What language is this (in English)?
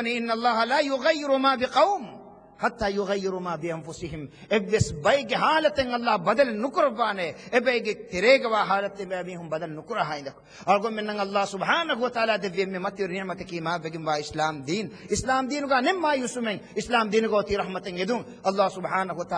Divehi